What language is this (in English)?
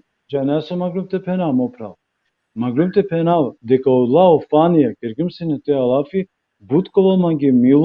Balkan Romani